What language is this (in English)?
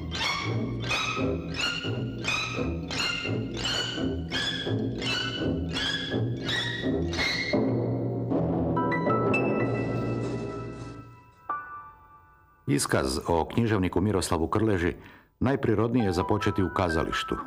Croatian